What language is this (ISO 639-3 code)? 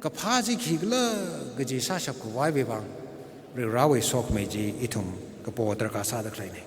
nmf